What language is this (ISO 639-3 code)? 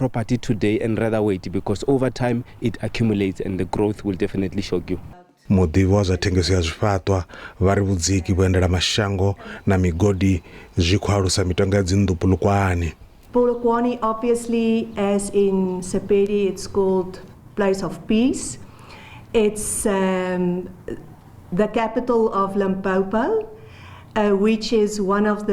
ven